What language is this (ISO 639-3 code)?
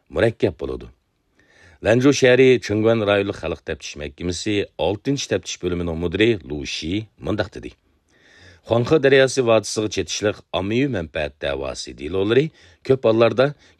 uig